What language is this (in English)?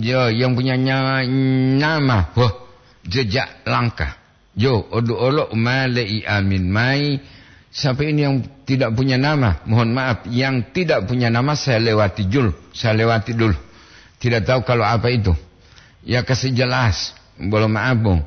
Gorontalo